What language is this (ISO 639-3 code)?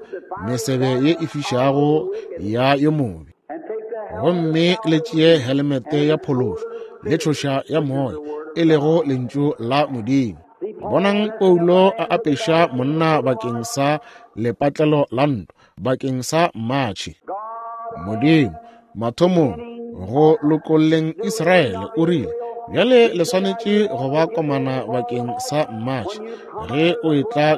nso